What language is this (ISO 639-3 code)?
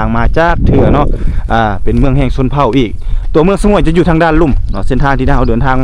lao